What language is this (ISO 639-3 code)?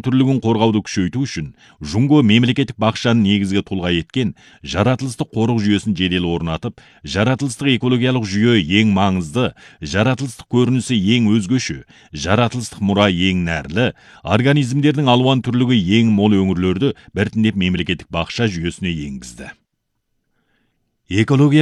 kaz